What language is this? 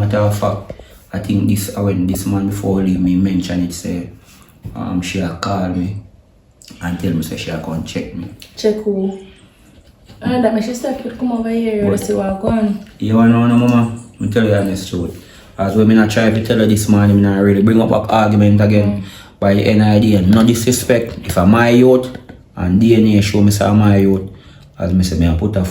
Jamaican Creole English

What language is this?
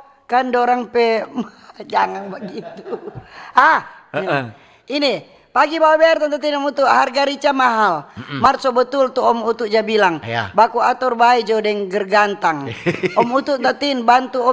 Manado Malay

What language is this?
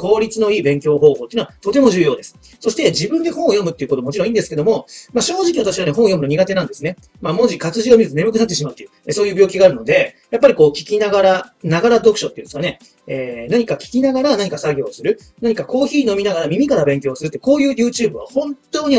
Japanese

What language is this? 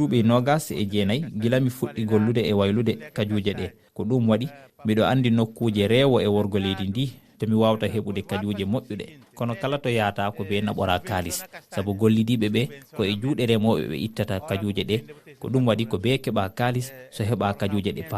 Fula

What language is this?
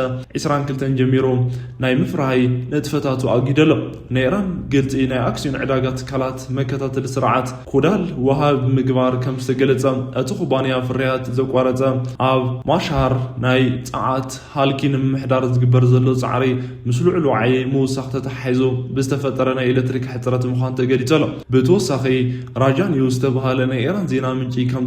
Tigrinya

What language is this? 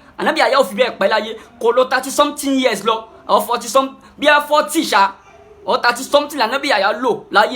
Yoruba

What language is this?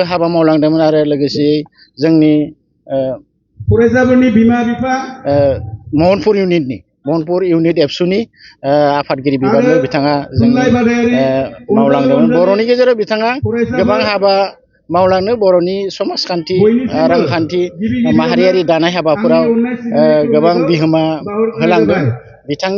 Bodo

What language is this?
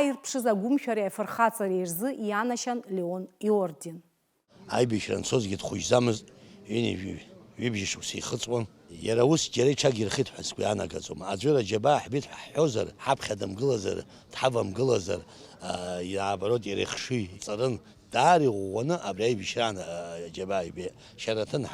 Abkhazian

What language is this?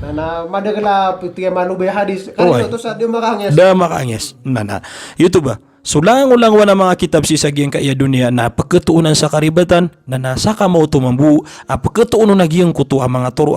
Maranao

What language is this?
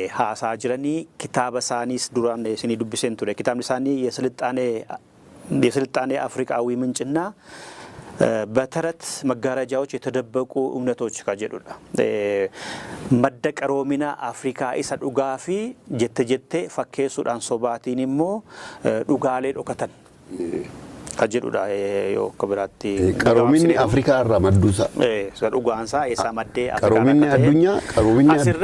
Oromo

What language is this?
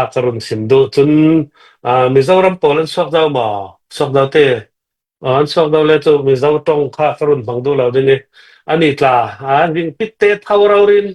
Falam Chin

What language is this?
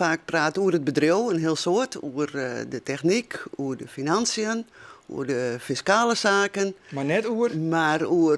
Western Frisian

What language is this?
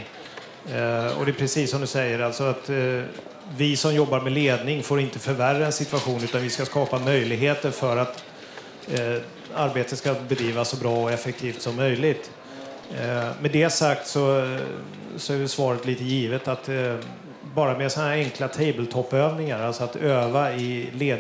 Swedish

